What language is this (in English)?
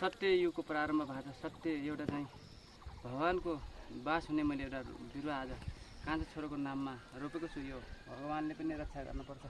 Nepali